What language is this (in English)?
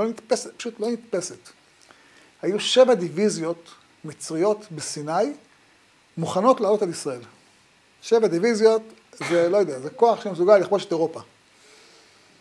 Hebrew